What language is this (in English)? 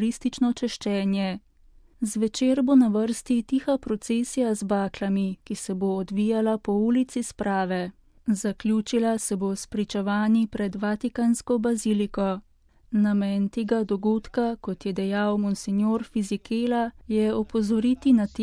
Slovenian